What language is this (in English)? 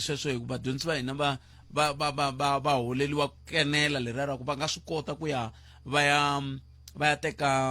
Tsonga